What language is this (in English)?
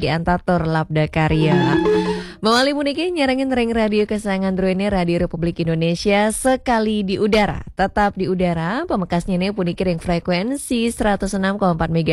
Balinese